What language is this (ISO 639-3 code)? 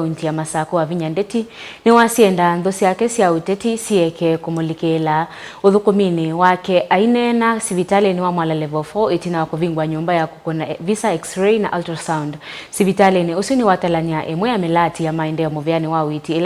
kam